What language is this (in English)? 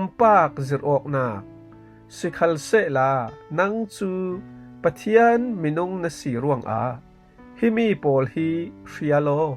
Falam Chin